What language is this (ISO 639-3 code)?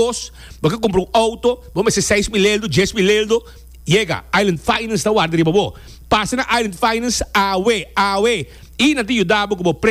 pap